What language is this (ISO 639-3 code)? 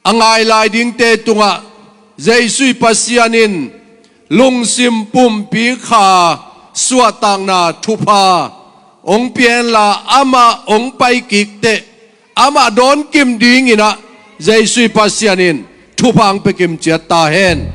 ctd